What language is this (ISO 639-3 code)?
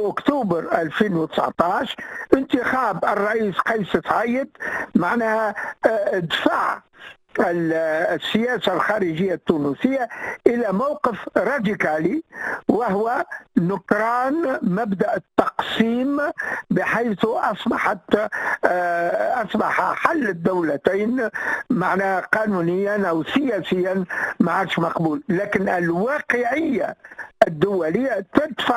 aeb